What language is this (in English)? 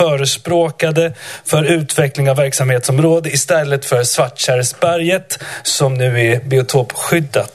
Swedish